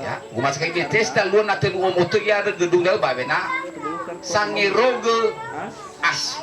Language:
Nias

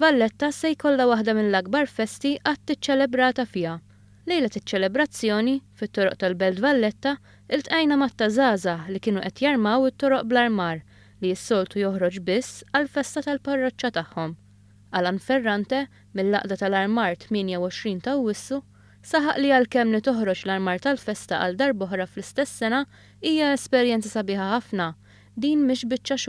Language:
Maltese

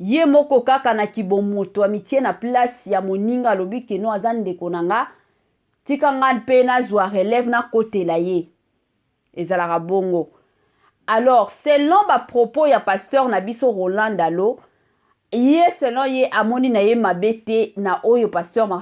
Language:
Lingala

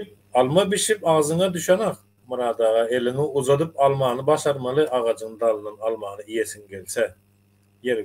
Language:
Turkmen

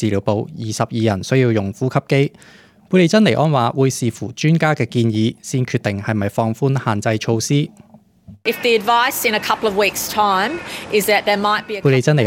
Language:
Cantonese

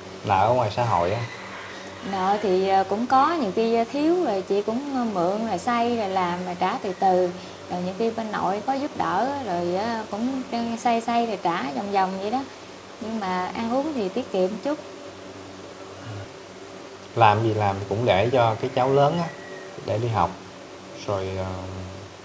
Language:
Vietnamese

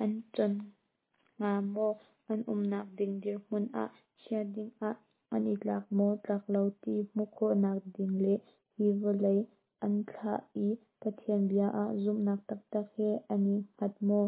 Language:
Hakha Chin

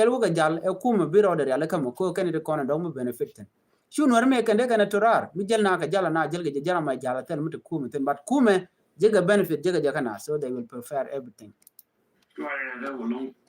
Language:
Nuer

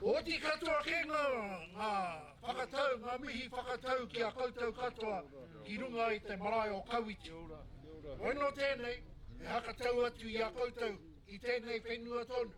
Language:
Māori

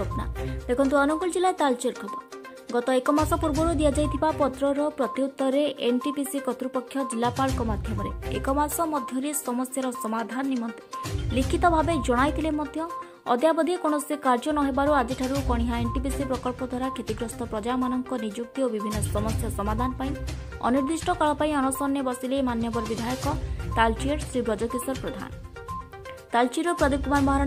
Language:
Odia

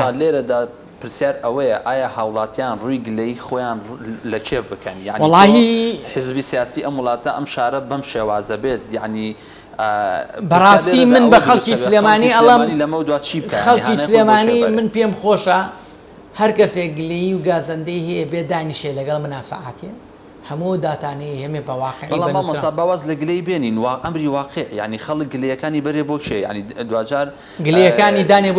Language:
Central Kurdish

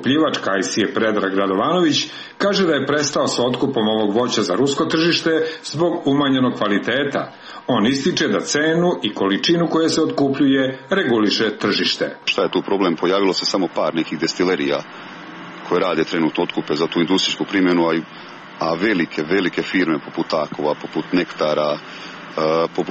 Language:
Serbian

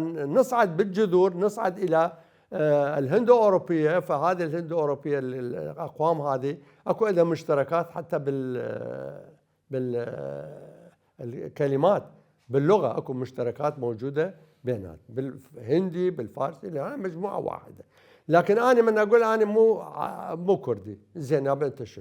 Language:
Mesopotamian Arabic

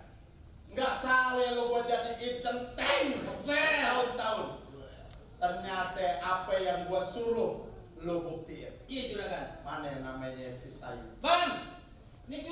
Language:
Betawi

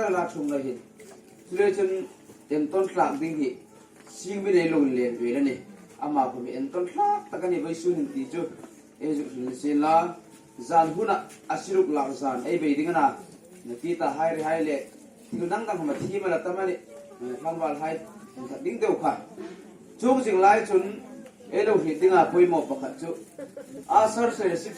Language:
Hmar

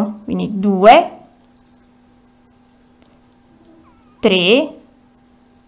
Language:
Italian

